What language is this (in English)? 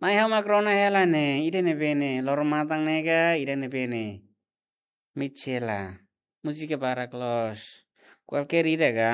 Tetum